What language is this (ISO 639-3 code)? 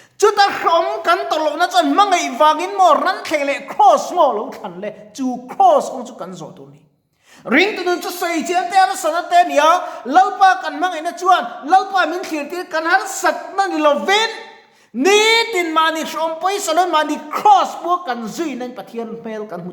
lus